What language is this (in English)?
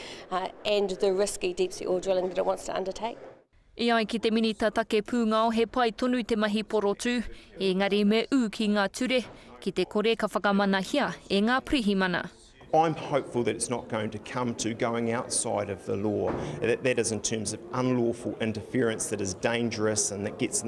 Māori